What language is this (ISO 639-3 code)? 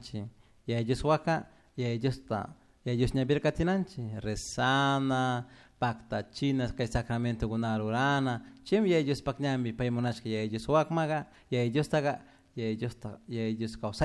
qug